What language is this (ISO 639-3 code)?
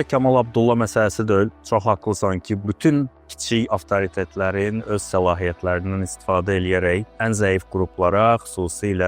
aze